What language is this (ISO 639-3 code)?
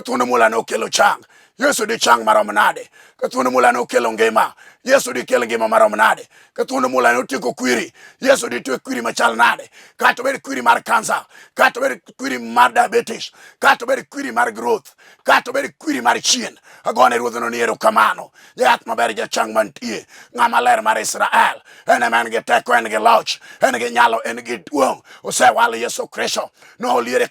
luo